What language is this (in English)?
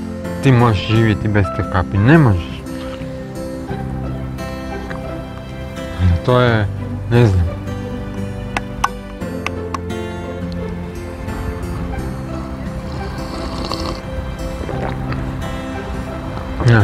Croatian